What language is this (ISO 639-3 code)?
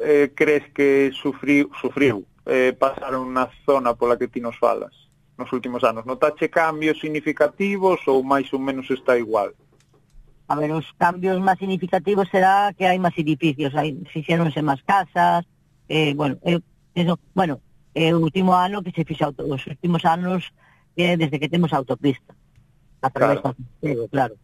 glg